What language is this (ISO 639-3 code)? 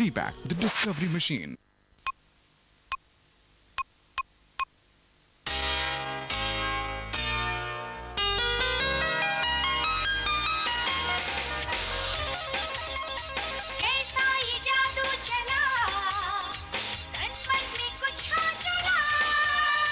ori